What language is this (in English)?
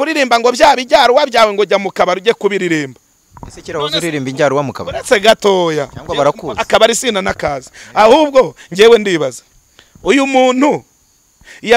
Kinyarwanda